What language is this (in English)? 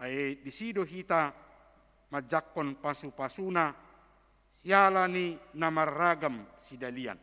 Batak Toba